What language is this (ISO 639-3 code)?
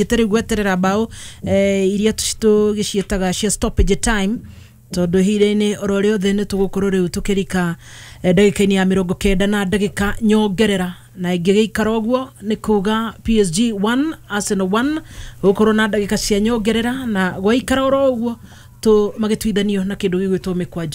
kik